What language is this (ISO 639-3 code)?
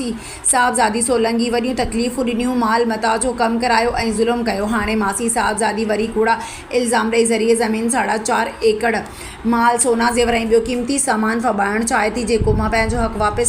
snd